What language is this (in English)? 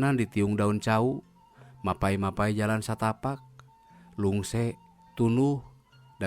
Sundanese